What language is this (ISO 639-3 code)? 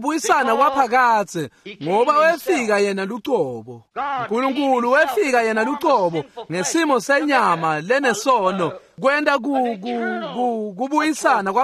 ssw